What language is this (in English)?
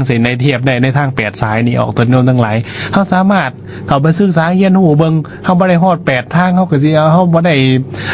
Lao